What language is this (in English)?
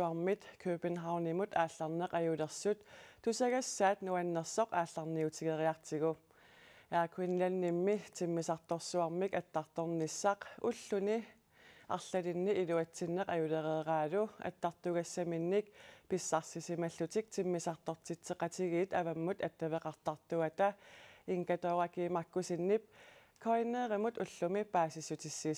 Kalaallisut